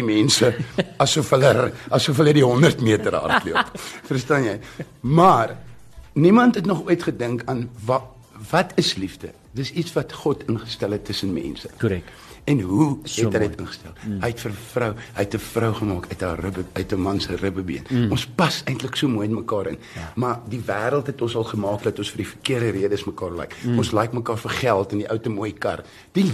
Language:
Afrikaans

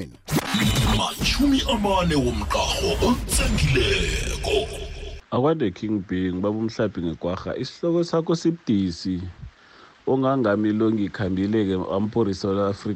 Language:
South Ndebele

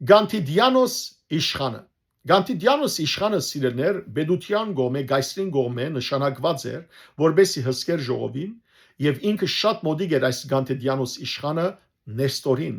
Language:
Western Armenian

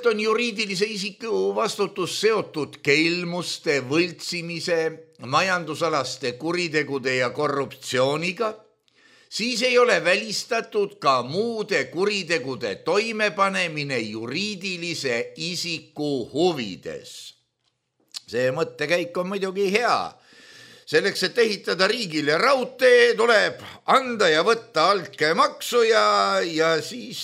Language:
Estonian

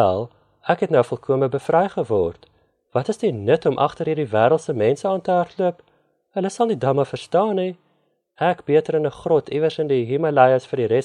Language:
Afrikaans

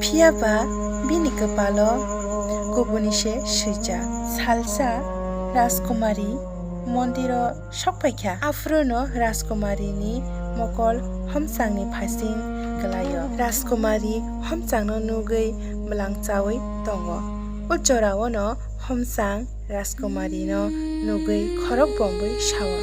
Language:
Kok Borok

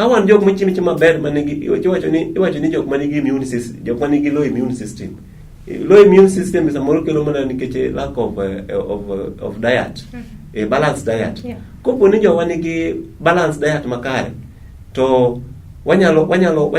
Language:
Luo (Kenya and Tanzania)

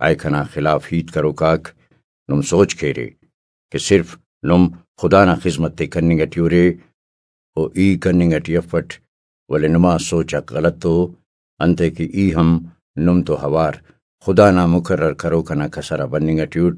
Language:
Brahui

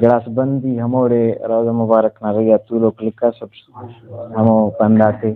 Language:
Brahui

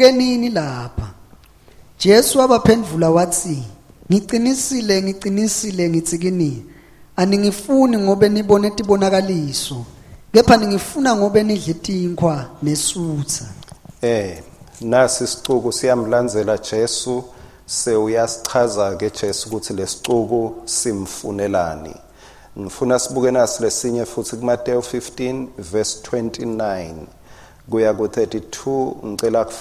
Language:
Swati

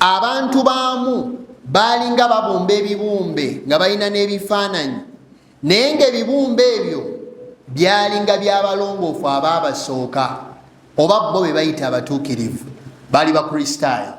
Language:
Ganda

